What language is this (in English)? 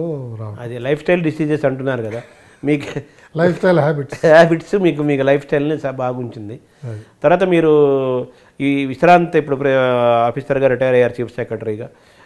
Telugu